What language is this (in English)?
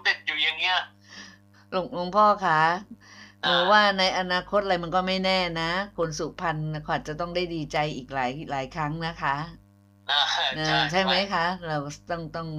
Thai